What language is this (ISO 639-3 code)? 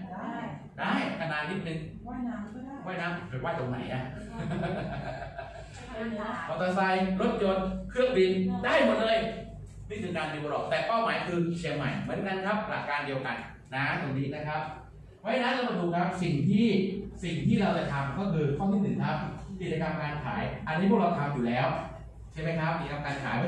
tha